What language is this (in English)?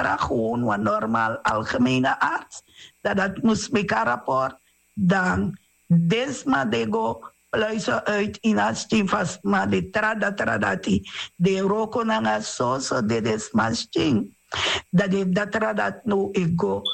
Sranan Tongo